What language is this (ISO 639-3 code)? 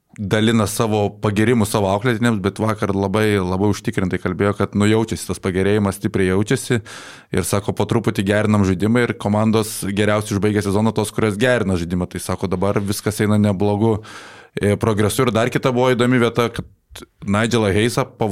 lit